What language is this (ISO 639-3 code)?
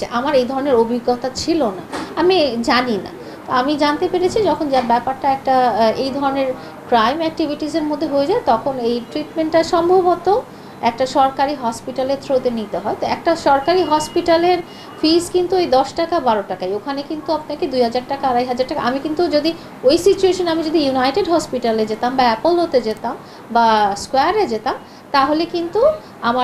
ben